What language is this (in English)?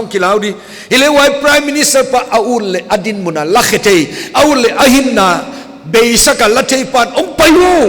Paite Chin